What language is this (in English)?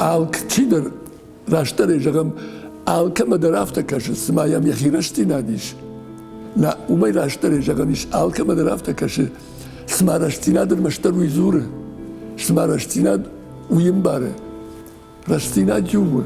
Ossetic